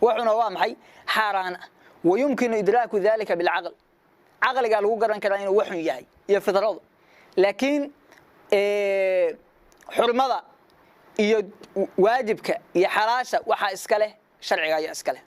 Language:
Somali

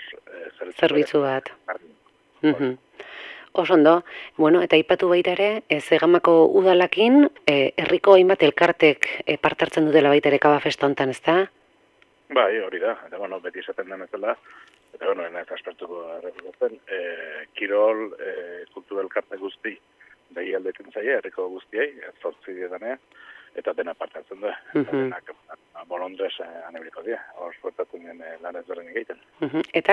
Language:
Basque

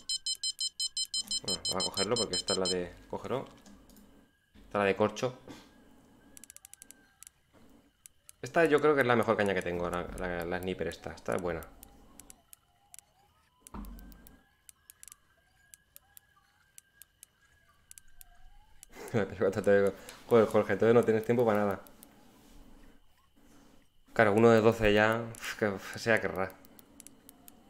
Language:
Spanish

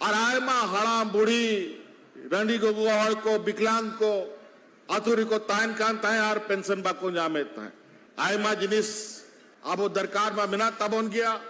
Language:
Santali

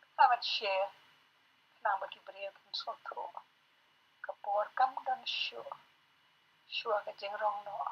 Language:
Khasi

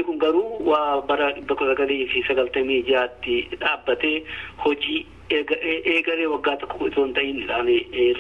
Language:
Oromo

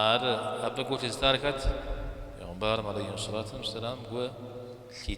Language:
Kabardian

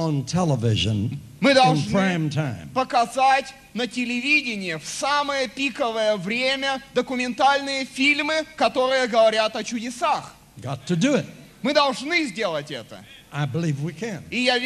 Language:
Russian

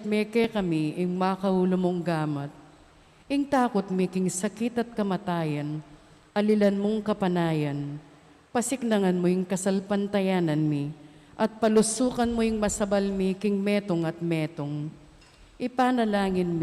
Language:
Pampanga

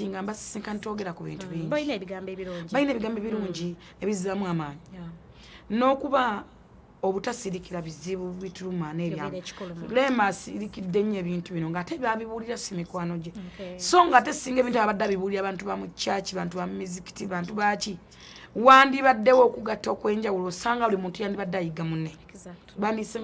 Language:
Ganda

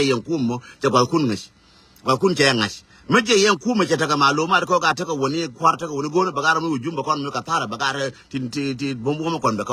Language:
Nuer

